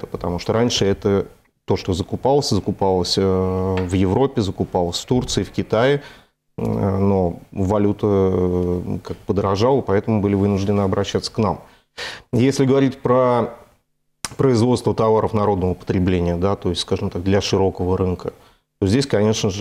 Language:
Russian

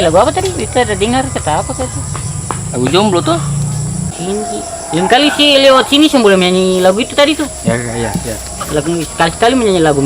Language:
Ambonese Malay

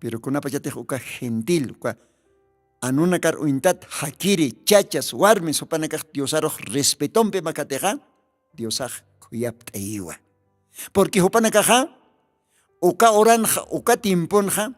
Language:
Aymara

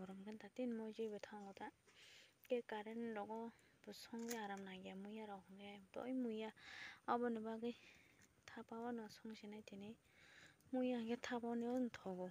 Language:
Kok Borok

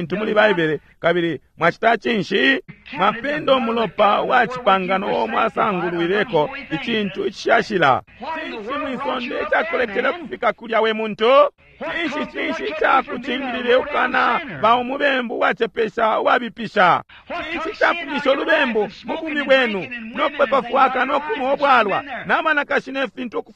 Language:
Bemba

